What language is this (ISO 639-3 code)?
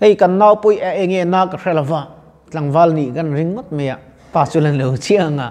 lus